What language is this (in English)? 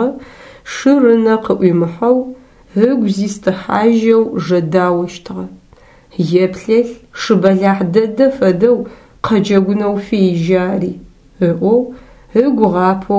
Adyghe